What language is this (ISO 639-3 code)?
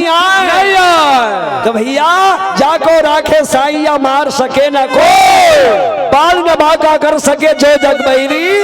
hne